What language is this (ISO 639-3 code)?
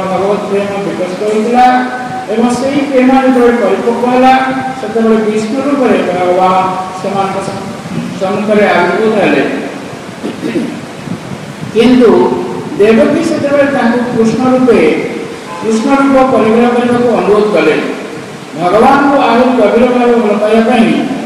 ori